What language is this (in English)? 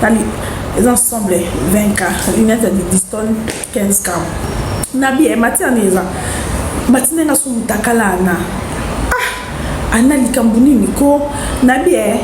Lingala